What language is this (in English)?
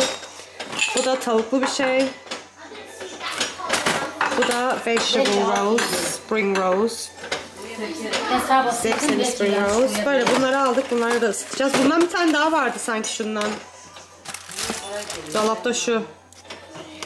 Turkish